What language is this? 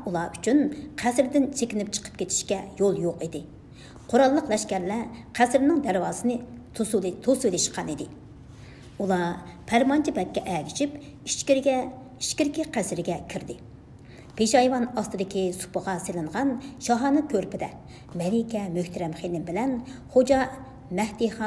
Uyghur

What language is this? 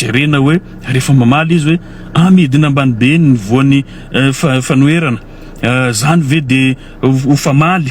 Malagasy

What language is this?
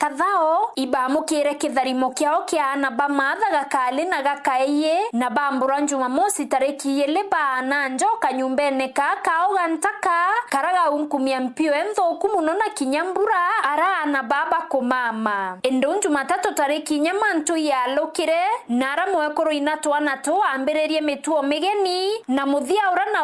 Meru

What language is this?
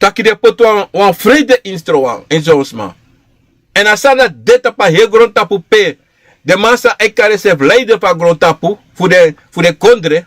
Sranan Tongo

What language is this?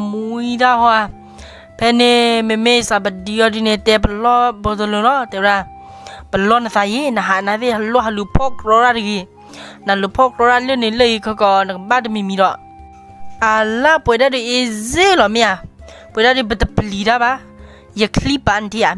S'gaw Karen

